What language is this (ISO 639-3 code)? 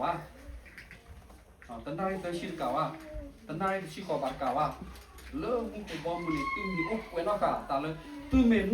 ksw